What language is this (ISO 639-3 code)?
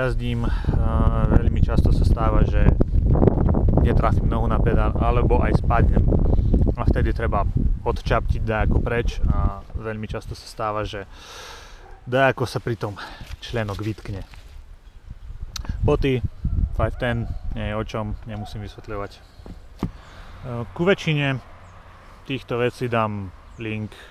slk